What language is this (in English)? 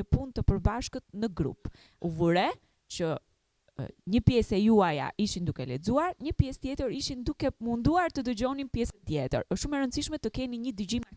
Albanian